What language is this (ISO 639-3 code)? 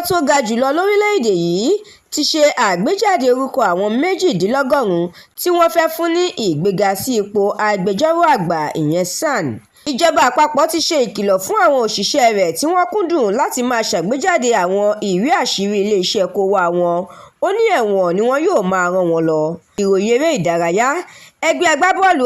yor